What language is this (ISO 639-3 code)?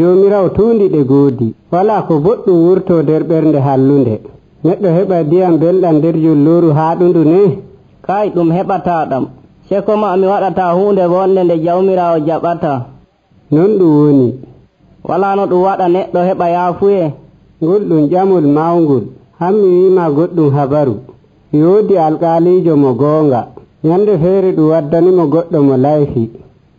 fuv